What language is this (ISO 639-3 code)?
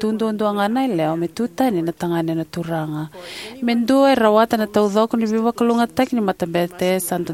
fij